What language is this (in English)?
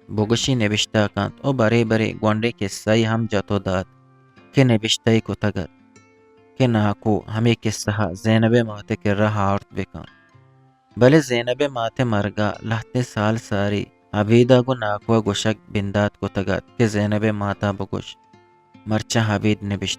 Eastern Balochi